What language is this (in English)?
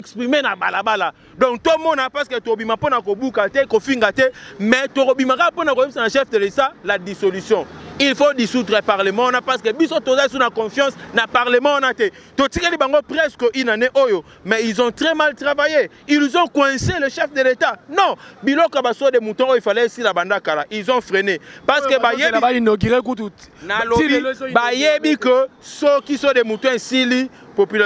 Lingala